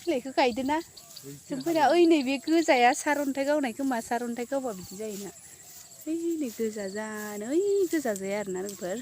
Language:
Bodo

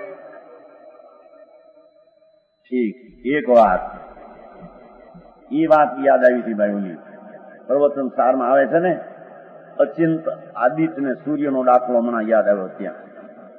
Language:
Gujarati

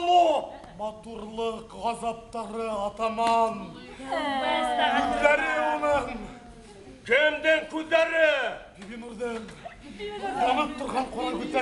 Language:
Bashkir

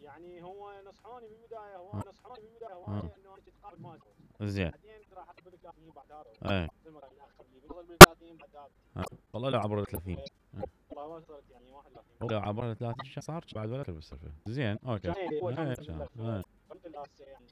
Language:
Mesopotamian Arabic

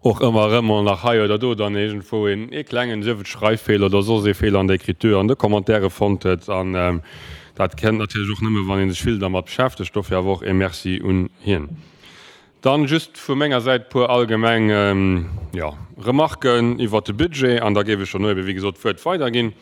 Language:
Luxembourgish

